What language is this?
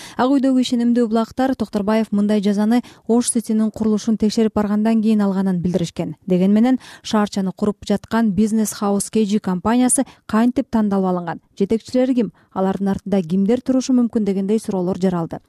Kyrgyz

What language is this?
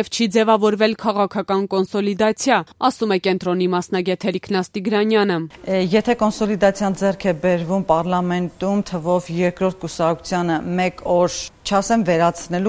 Armenian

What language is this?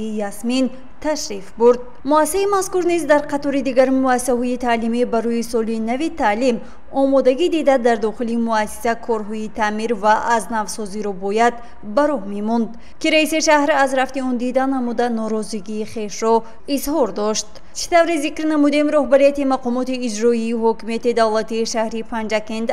Tajik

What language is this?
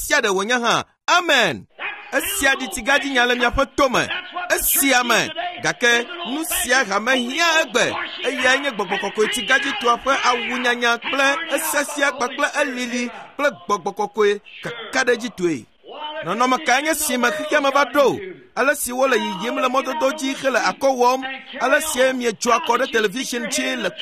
Ewe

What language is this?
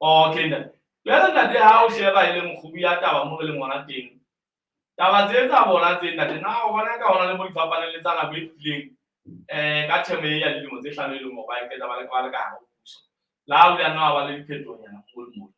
Southern Sotho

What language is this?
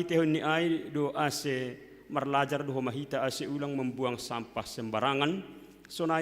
Batak Simalungun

